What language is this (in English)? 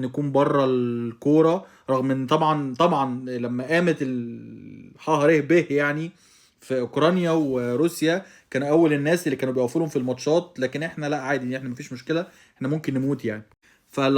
Egyptian Arabic